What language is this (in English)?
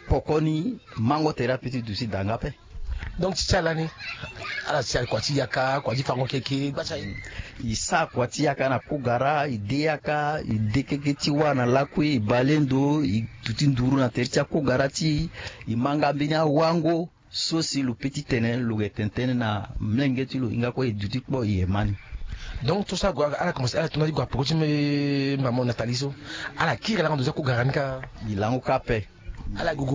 Sango